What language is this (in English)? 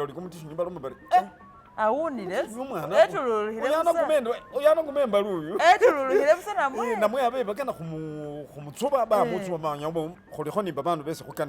Masaaba